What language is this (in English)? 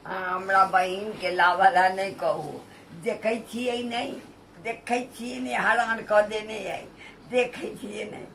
Maithili